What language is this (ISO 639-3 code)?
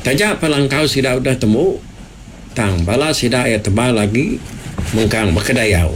iba